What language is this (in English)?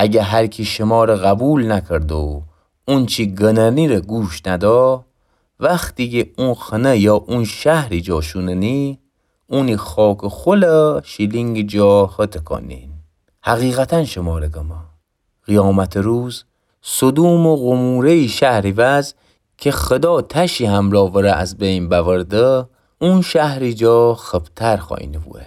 Gilaki